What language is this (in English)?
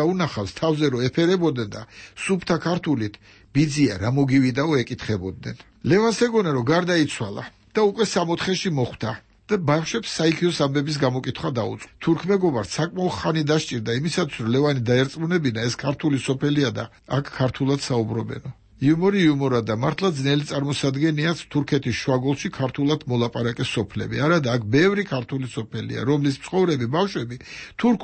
Georgian